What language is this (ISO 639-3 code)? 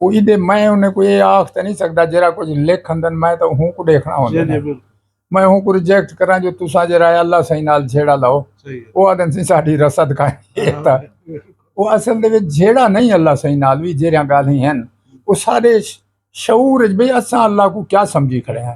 skr